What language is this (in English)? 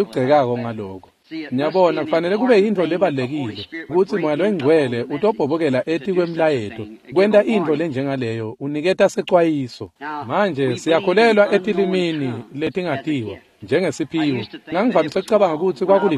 Swati